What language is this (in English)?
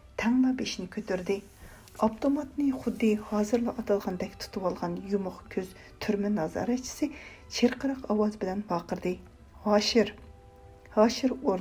Uyghur